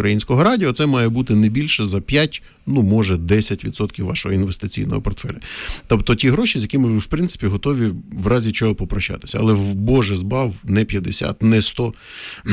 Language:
Ukrainian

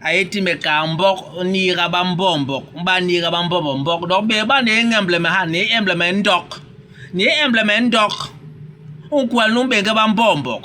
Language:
Basaa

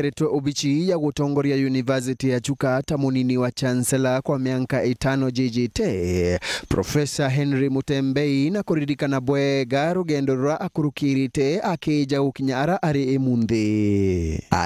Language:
Meru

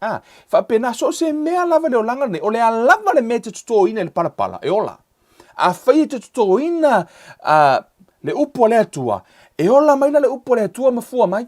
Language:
Samoan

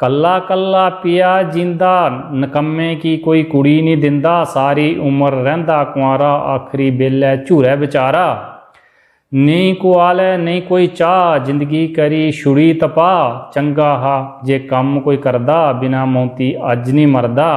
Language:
Dogri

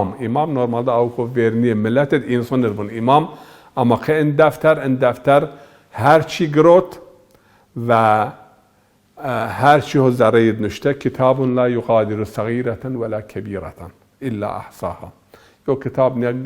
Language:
Zaza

